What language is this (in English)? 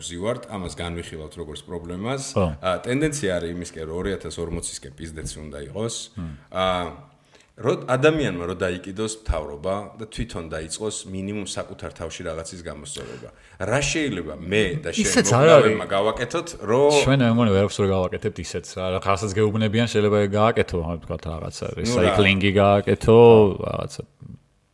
Georgian